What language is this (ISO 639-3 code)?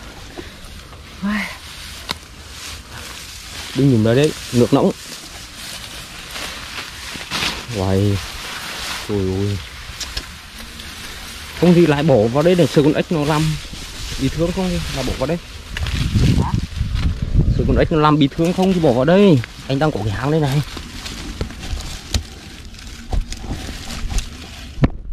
vie